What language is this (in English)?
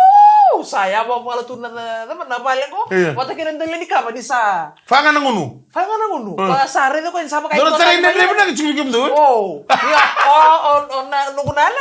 Fijian